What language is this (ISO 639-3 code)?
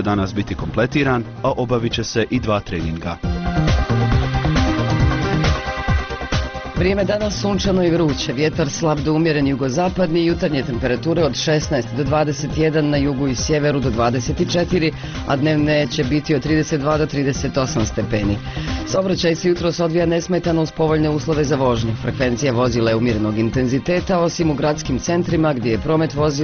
bos